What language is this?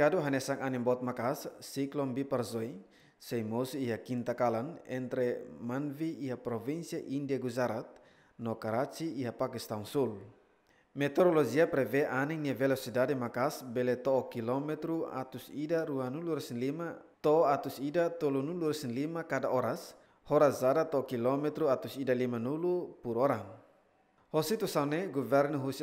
Tetum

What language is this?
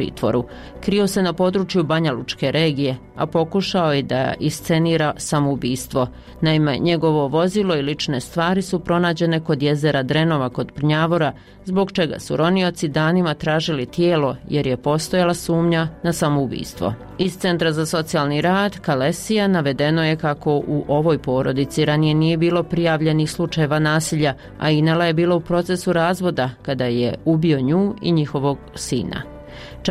Bosnian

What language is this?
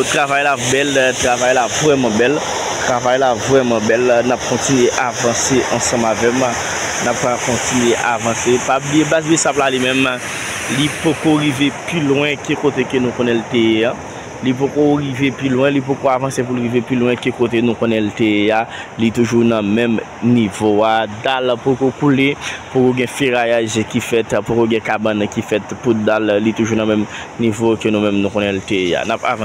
Haitian Creole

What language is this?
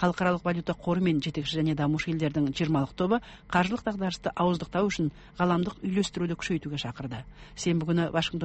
Kazakh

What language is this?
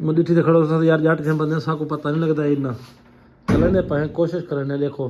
Saraiki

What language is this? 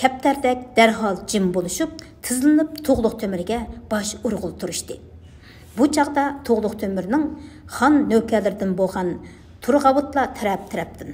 Uyghur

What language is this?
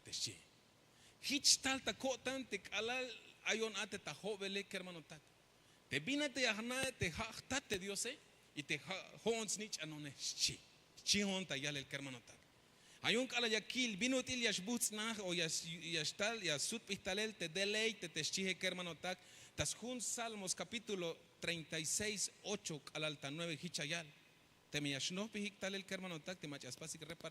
Tzeltal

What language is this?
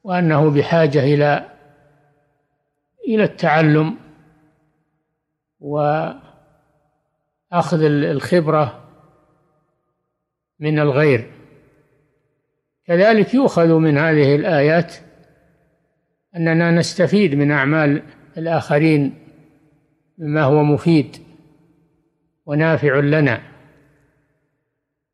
Arabic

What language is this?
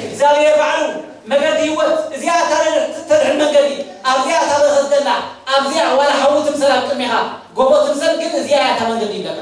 Tigrinya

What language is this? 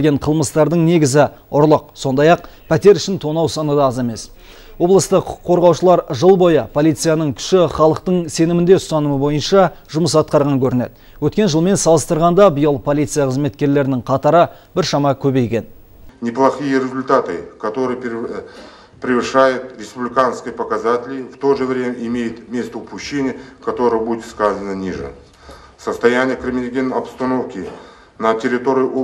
Kazakh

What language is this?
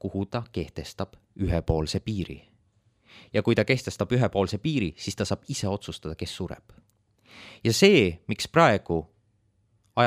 Estonian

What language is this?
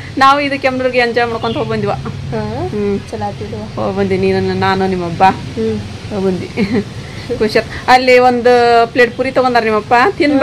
Kannada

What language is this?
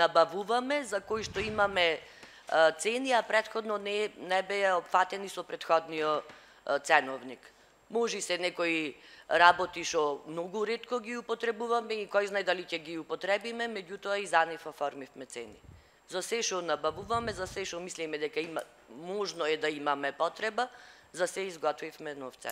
Macedonian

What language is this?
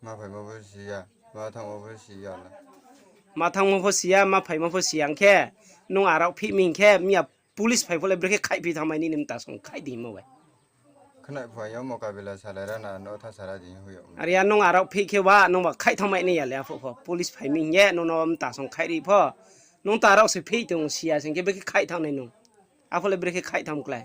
Riang (India)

